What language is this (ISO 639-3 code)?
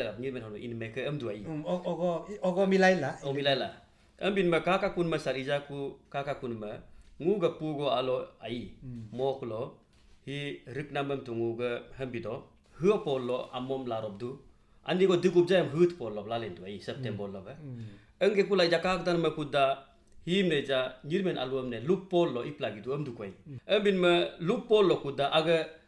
adl